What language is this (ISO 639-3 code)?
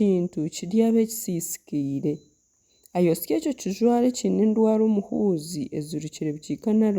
nyn